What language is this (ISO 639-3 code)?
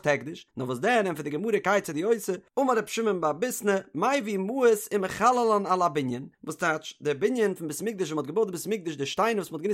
yid